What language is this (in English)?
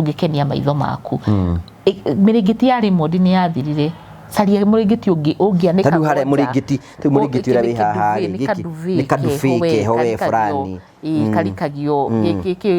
Kikuyu